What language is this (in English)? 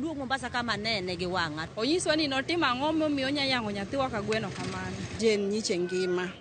Luo (Kenya and Tanzania)